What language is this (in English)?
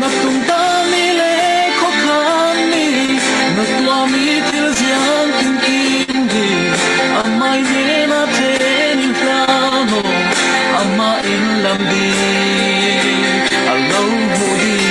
Falam Chin